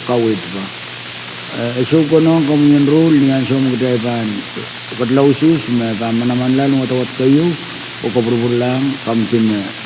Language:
Pohnpeian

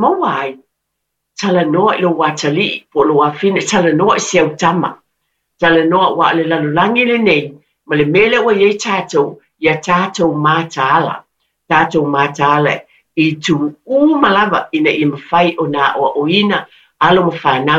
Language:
Samoan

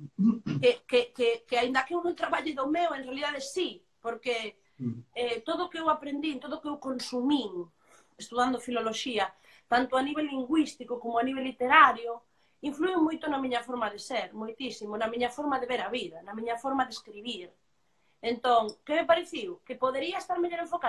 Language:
Galician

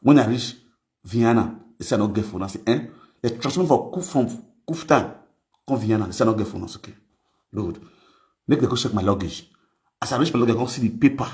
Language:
Nigerian Pidgin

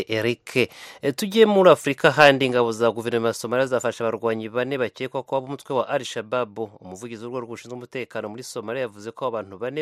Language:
Kinyarwanda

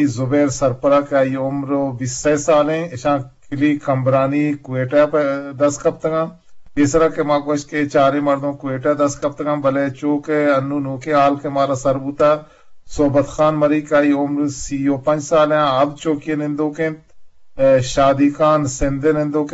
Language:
Eastern Balochi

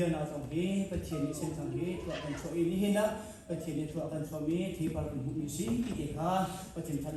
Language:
Hakha Chin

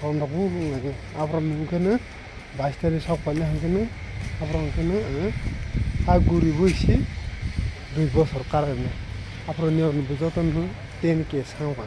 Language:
Kok Borok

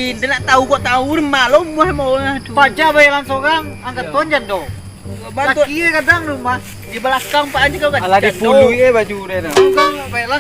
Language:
Minangkabau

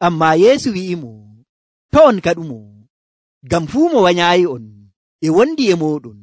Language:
Nigerian Fulfulde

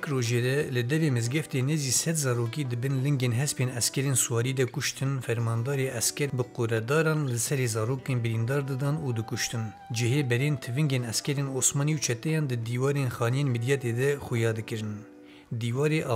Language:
Kurdish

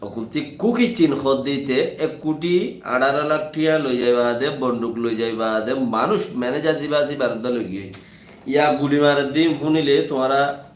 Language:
Rohingya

